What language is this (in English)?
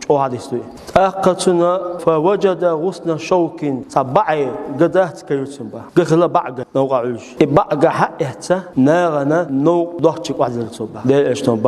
Chechen